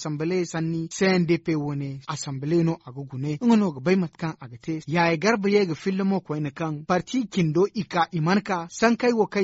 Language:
Zarma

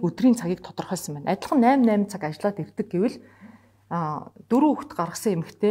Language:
Mongolian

